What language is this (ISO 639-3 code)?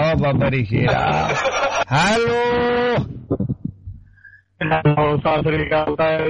pan